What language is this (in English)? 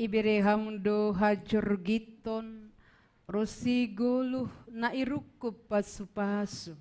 Batak Simalungun